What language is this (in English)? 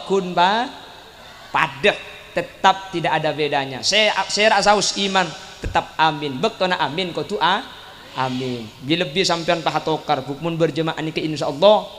Madurese